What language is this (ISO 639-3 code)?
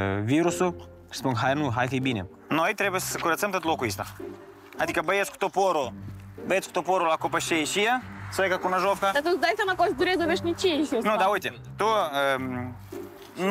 ron